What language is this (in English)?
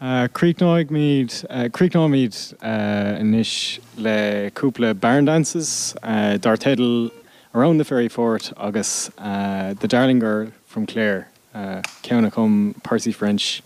Irish